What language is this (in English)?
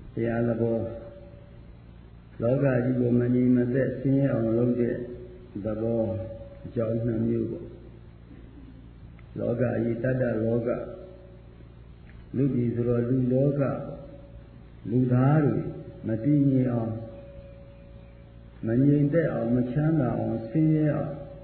Burmese